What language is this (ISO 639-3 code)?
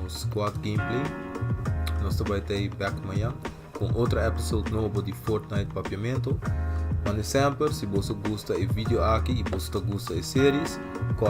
pap